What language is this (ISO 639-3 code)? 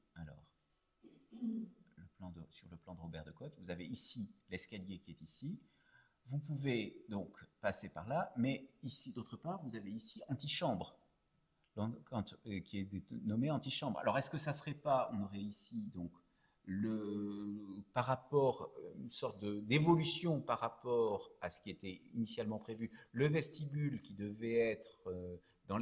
fra